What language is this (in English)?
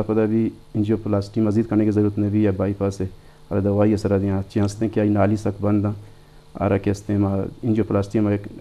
Eastern Balochi